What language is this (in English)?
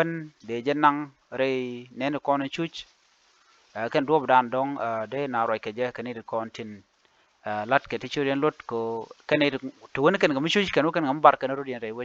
Nuer